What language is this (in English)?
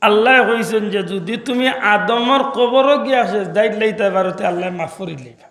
Sylheti